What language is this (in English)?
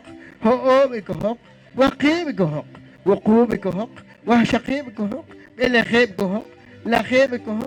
Poqomchi'